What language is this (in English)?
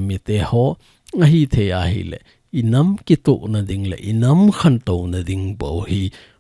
Thado Chin